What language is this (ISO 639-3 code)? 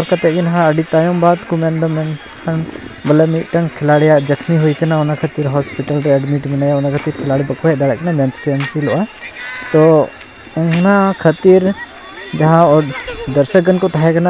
sat